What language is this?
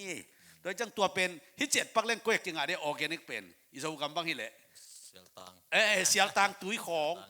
Tedim Chin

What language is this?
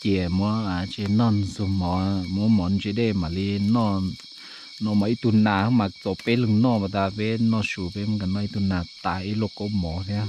Hmong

